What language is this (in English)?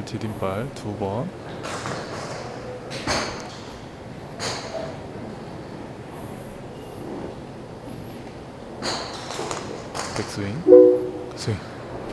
Korean